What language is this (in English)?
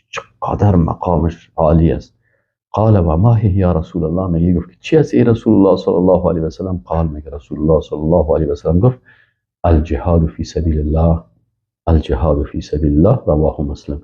Persian